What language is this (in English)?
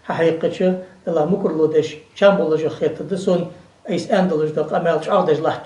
Ingush